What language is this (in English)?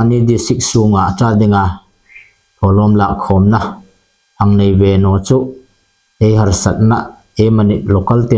Hmar